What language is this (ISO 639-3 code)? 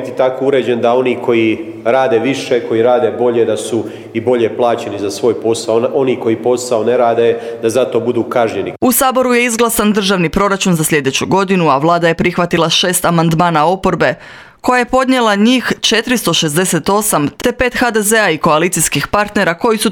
hrv